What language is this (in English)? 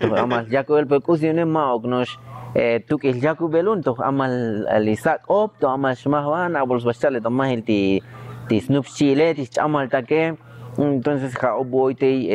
Tzotzil